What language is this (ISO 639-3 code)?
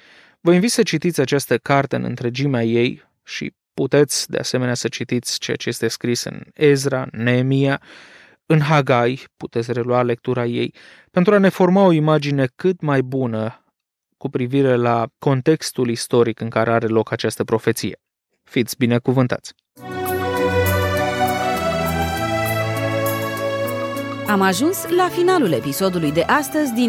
ron